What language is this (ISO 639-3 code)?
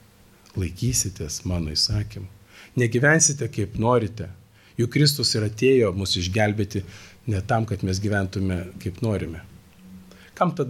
lit